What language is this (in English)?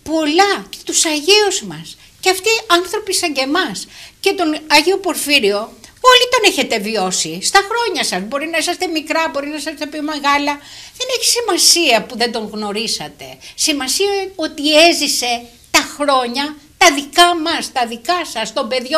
Greek